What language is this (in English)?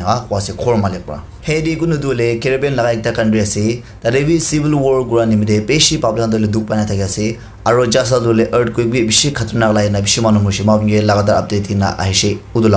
Naga Pidgin